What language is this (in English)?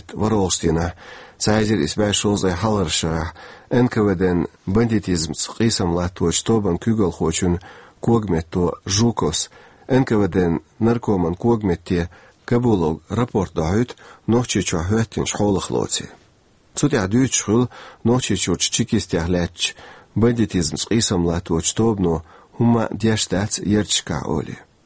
Chechen